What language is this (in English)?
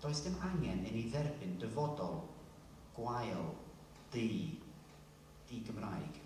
Welsh